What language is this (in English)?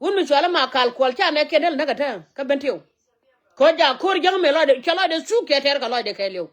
Nuer